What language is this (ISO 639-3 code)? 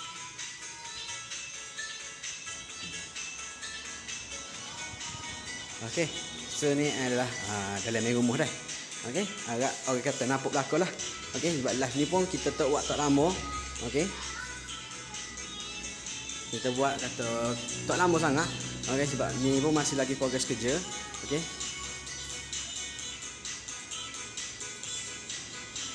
msa